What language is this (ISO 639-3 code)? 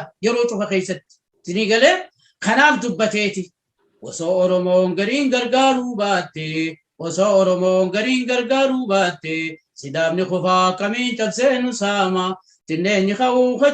orm